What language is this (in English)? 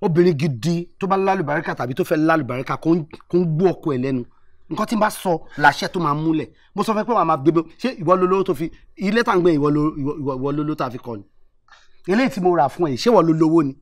Yoruba